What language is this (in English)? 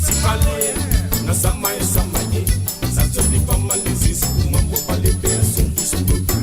Morisyen